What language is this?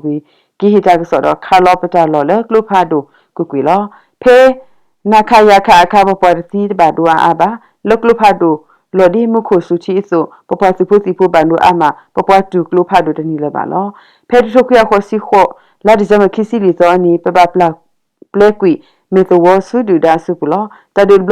S'gaw Karen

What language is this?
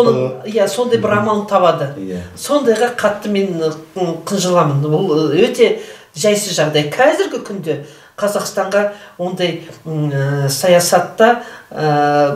Kazakh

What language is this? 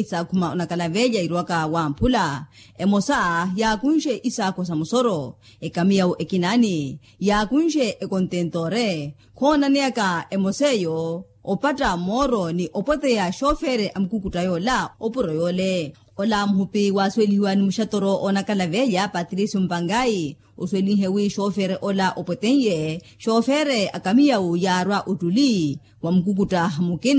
Makhuwa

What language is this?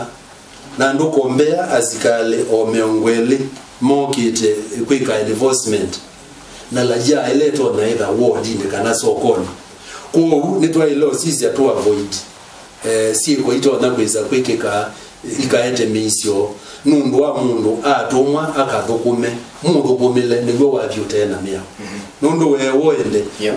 Kamba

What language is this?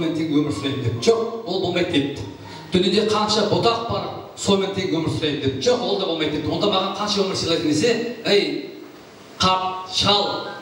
Kara-Kalpak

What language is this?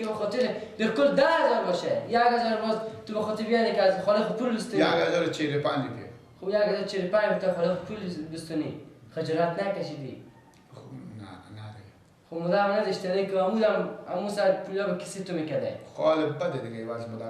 Persian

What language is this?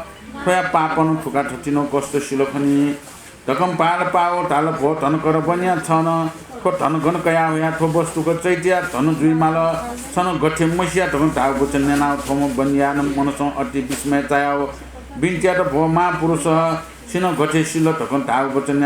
Newari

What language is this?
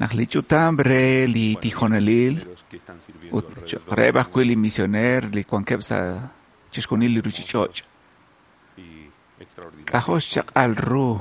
Kekchí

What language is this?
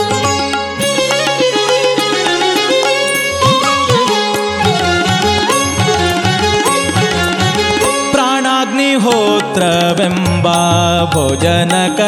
Kannada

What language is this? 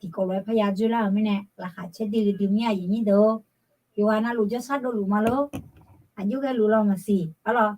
Akha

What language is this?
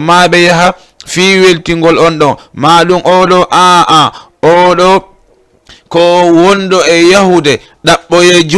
Fula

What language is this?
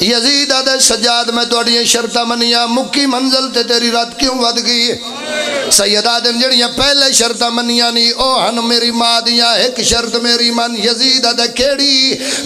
Pahari-Potwari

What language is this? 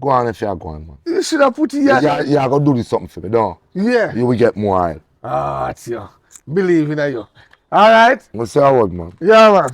Jamaican Creole English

